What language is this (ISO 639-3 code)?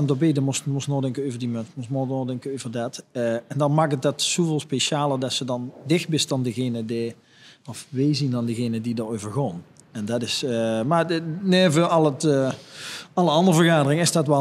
lim